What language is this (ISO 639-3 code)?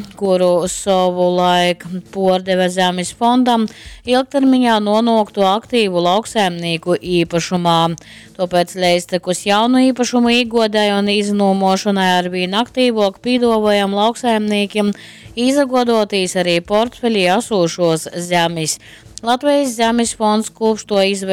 ltg